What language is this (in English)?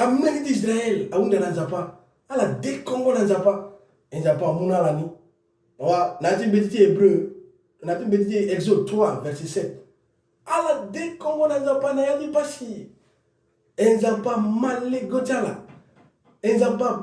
Sango